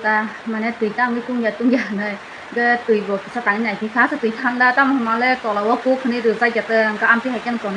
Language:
Kok Borok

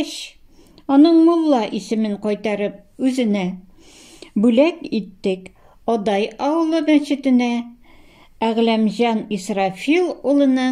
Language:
Tatar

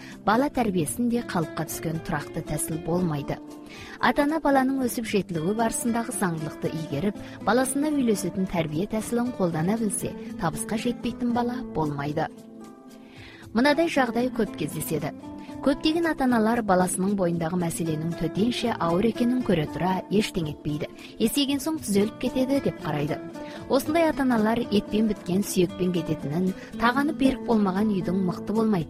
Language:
Kazakh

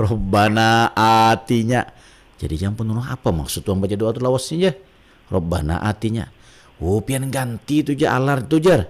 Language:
Banjar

